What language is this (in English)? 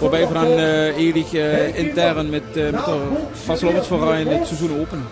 Limburgish